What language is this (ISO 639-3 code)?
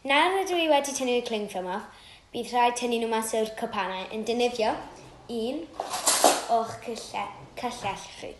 cym